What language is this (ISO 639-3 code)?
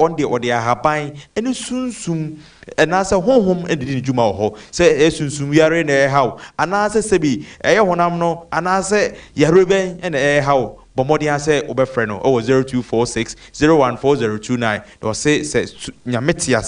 aka